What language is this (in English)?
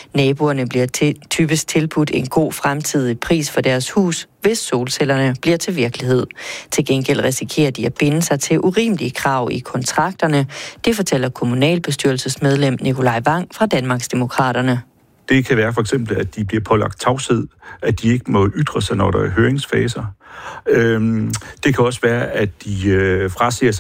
Danish